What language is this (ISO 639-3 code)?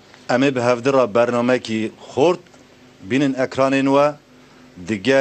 kur